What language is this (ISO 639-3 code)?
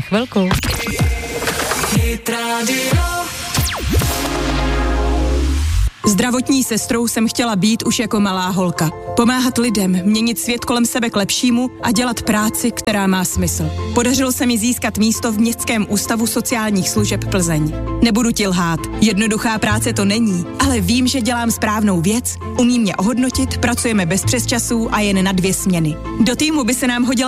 ces